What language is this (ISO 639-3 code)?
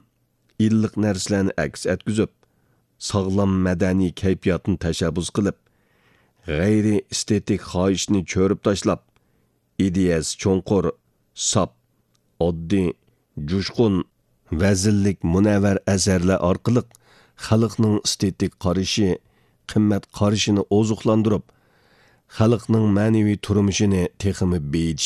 uig